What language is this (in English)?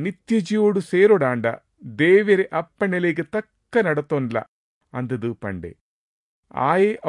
Tulu